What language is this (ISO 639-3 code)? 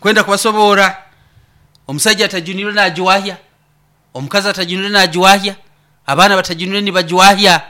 nyo